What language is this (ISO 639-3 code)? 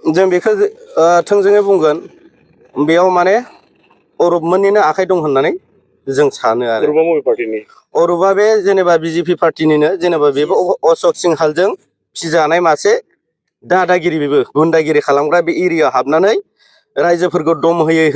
brx